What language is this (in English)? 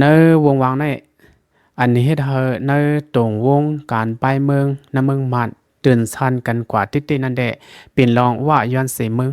Shan